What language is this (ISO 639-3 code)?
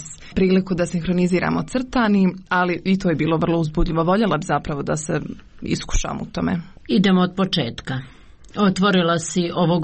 hrv